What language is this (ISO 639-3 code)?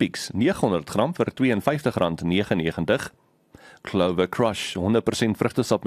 afr